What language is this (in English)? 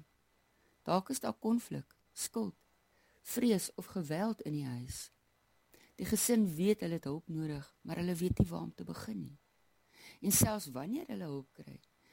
Afrikaans